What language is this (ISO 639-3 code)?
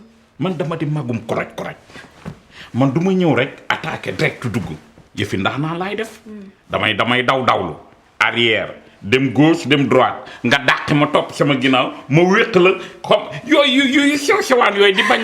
wol